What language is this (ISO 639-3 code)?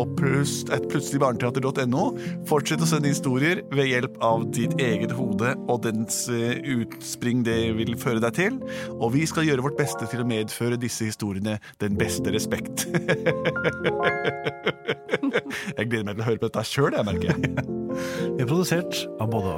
nor